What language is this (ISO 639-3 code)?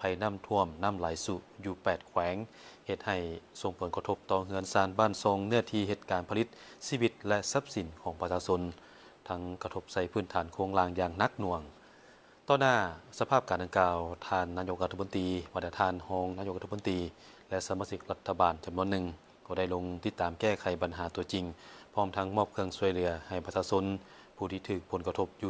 lao